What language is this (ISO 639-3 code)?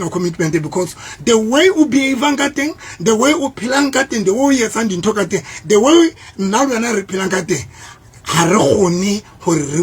sot